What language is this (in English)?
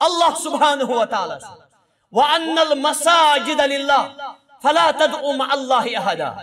Kashmiri